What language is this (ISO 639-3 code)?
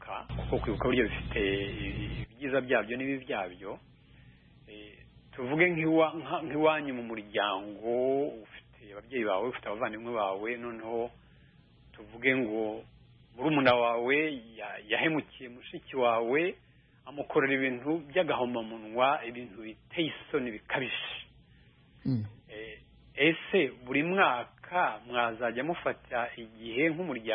kin